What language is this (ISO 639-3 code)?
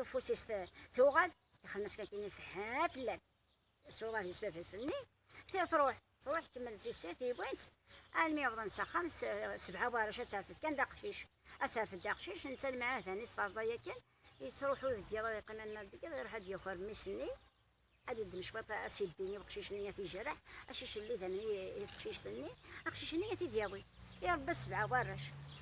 kab